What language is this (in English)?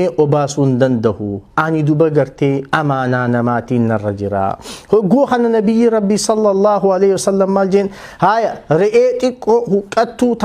Oromo